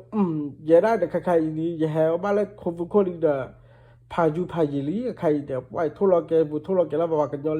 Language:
S'gaw Karen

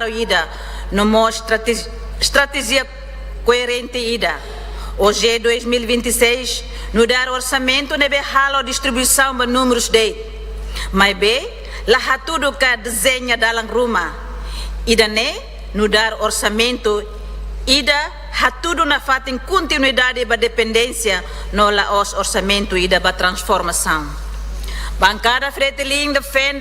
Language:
Tetum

